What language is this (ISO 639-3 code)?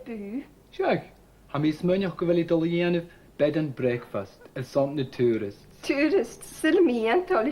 gla